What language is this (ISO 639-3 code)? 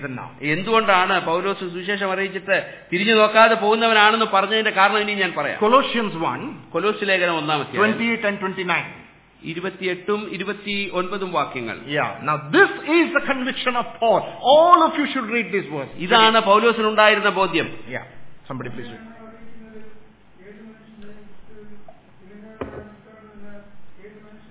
mal